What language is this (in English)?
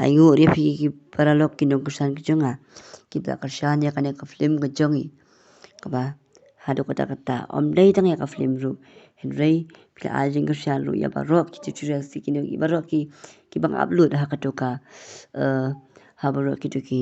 Khasi